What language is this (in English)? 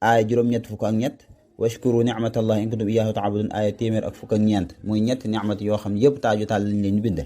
Wolof